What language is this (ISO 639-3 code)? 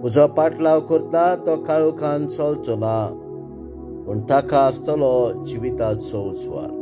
kok